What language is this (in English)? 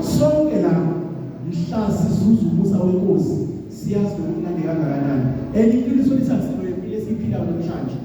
Zulu